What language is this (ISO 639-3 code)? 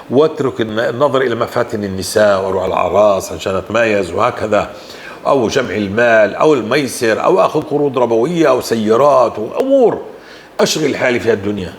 apc